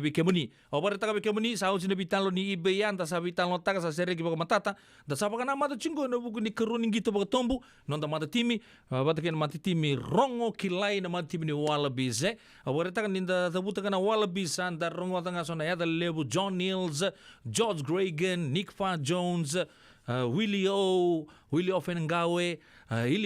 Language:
Fijian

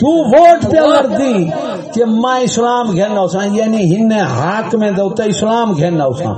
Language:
Saraiki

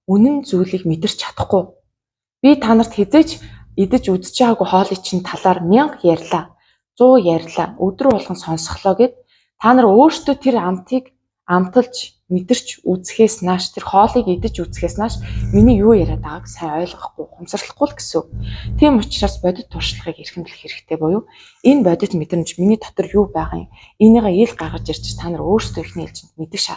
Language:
Mongolian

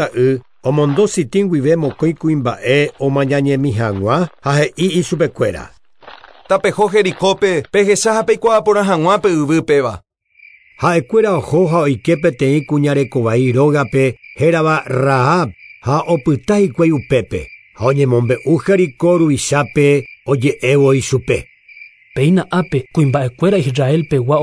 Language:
Guarani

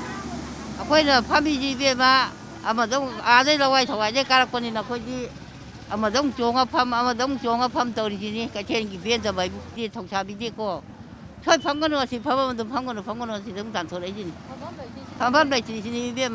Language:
Manipuri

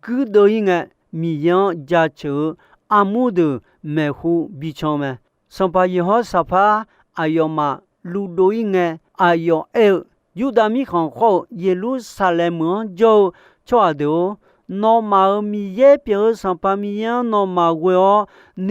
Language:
Akha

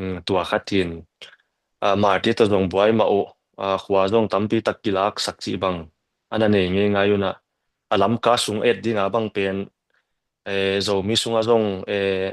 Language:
Tedim Chin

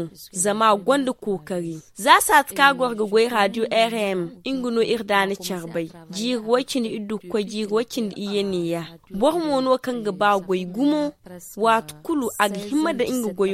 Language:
Zarma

